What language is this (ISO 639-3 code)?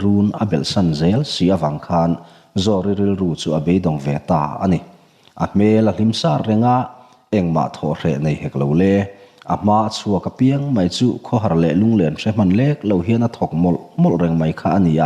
lus